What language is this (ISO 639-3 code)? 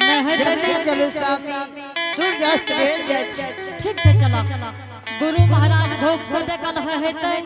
anp